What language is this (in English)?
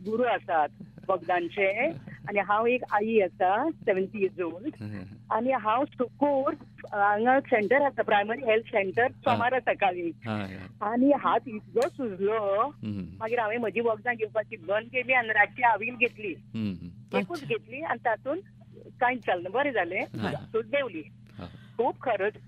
Konkani